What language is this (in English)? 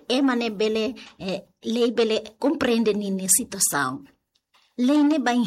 Tetum